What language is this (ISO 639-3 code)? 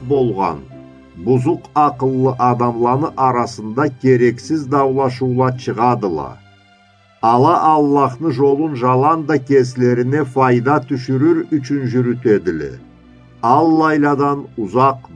krc